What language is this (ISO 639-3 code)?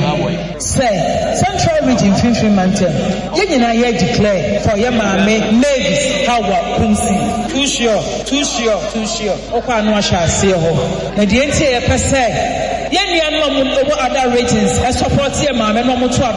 aka